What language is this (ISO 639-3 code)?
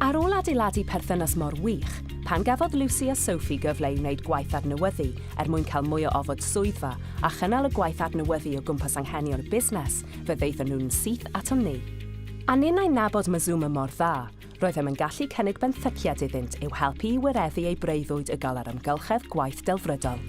cym